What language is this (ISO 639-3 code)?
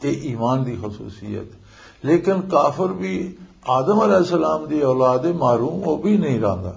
lah